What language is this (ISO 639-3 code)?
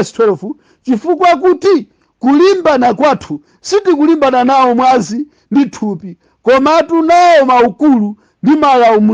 nya